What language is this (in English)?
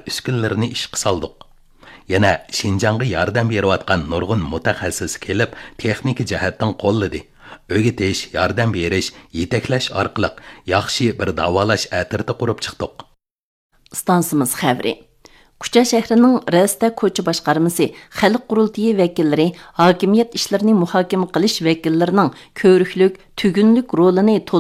Uyghur